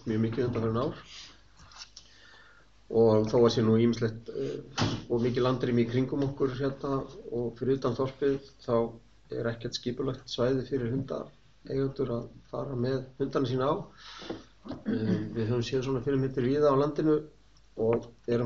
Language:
Icelandic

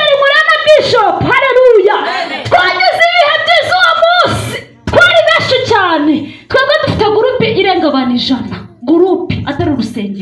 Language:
Kinyarwanda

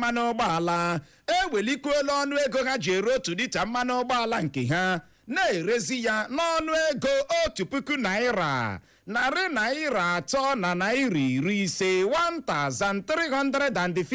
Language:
Igbo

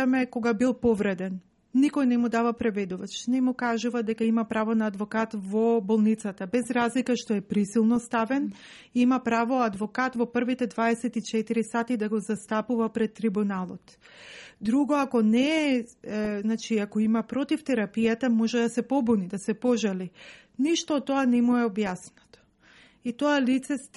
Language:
Macedonian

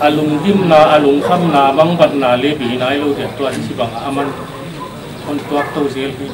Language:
Paite Chin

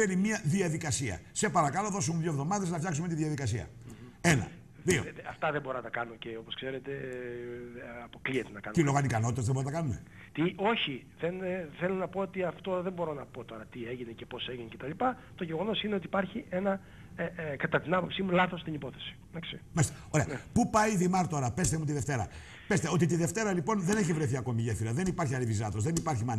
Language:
Greek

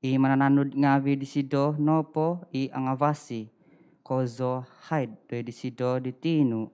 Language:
Central Dusun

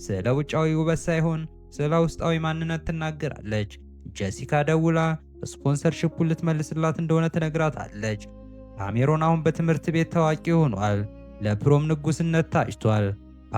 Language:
Amharic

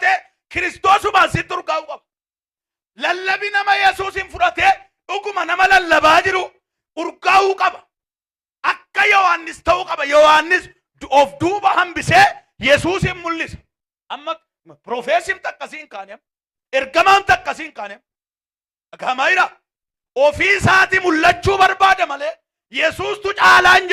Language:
Oromo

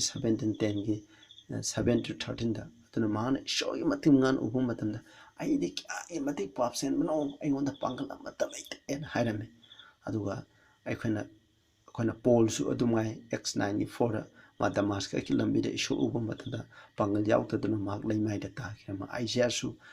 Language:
Manipuri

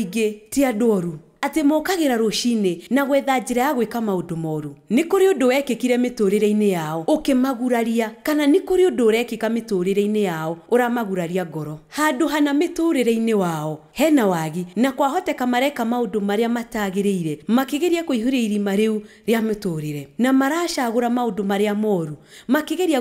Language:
Kikuyu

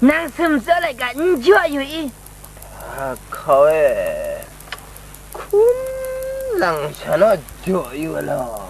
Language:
Kachin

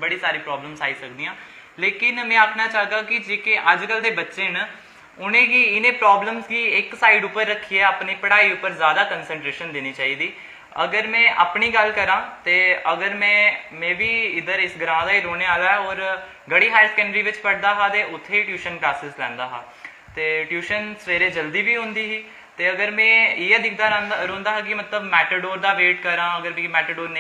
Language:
Dogri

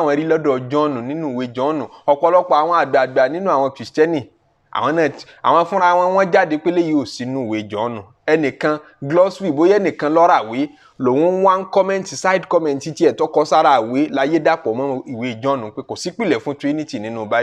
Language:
Yoruba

